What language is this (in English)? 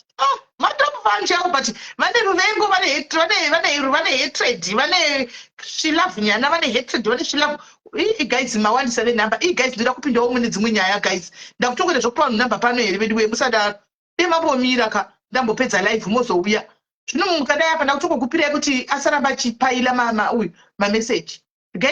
Shona